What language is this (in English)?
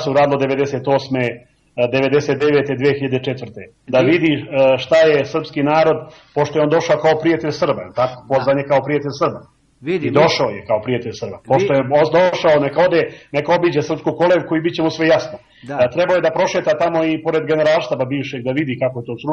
Serbian